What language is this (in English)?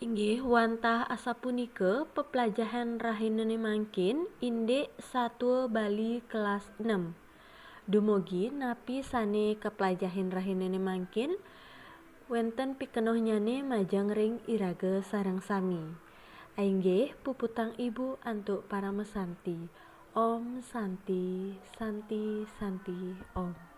Balinese